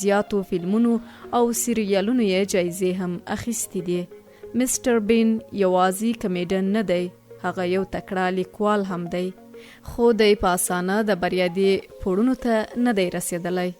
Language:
Pashto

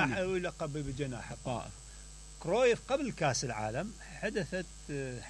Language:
Mesopotamian Arabic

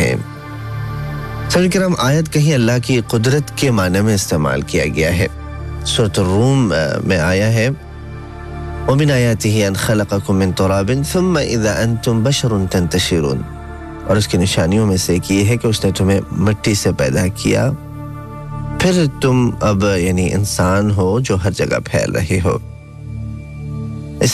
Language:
Urdu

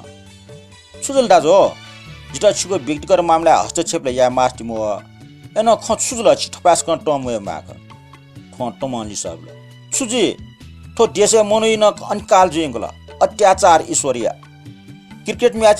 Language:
Newari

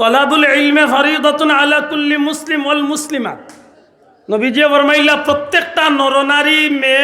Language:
Sylheti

